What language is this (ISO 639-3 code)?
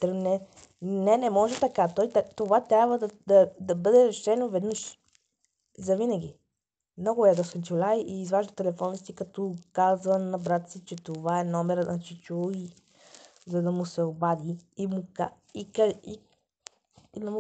bul